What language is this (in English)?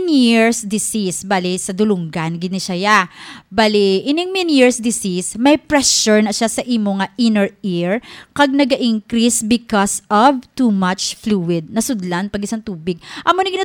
Hiligaynon